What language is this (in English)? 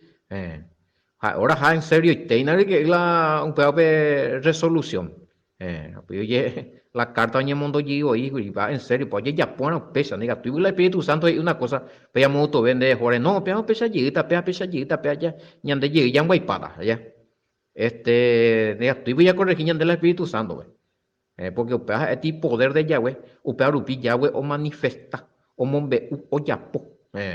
Guarani